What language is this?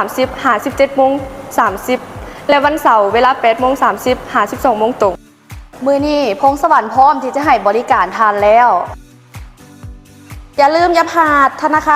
Lao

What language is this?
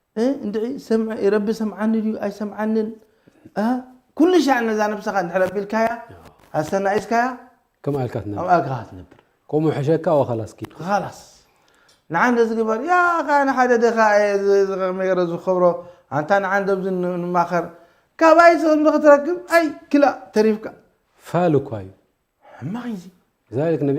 Tigrinya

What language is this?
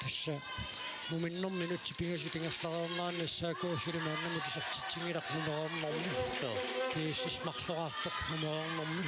Kalaallisut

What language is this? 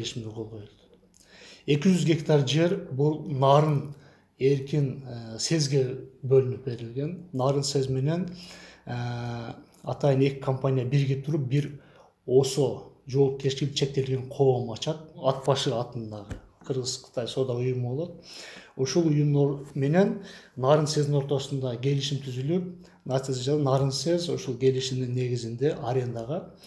Kyrgyz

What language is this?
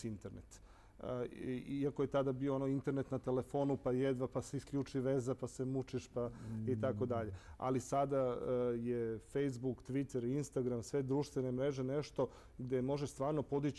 Serbian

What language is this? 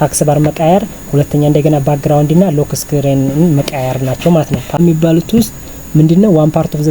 Amharic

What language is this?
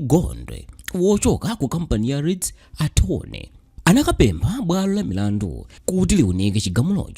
Nyanja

